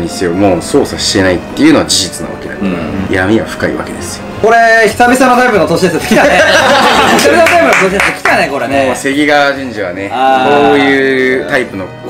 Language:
Japanese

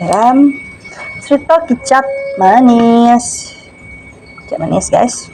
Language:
Iban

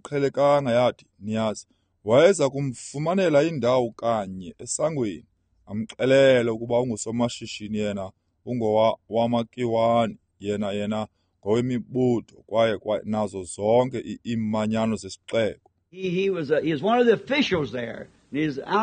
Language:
Xhosa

